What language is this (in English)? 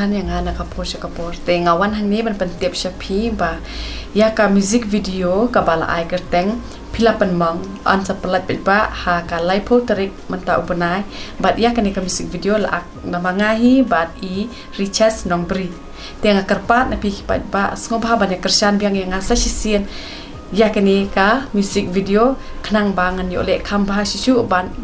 Khasi